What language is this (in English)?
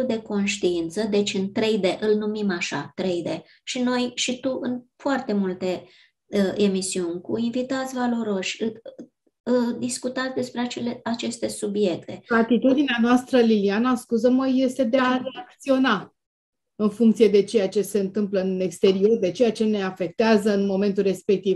Romanian